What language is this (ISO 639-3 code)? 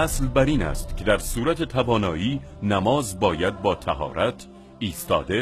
tgk